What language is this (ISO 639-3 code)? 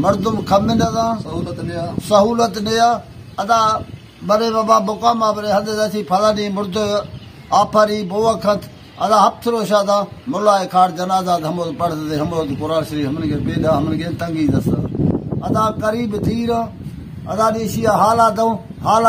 bal